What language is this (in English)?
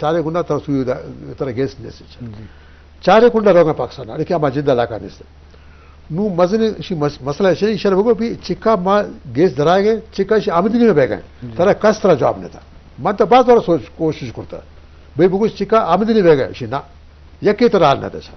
Eastern Balochi